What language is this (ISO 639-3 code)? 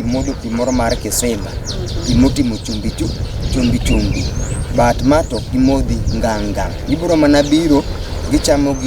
luo